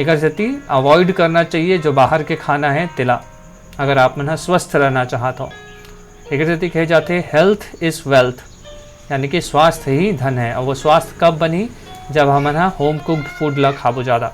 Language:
Chhattisgarhi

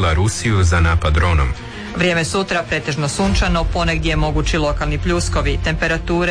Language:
Croatian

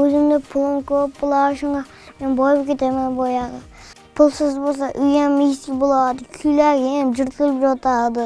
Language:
Uzbek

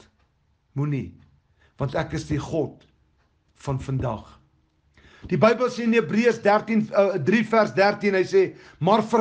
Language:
Afrikaans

